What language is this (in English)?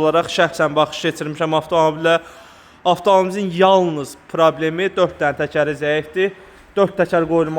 Azerbaijani